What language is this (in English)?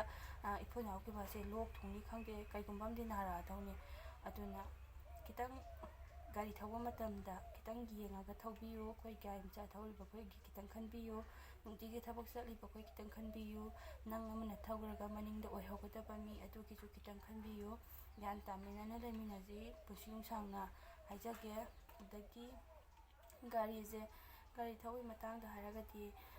Manipuri